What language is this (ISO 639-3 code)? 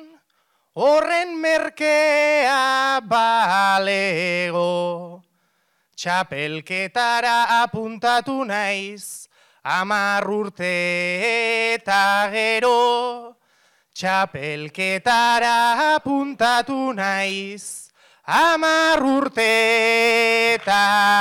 eus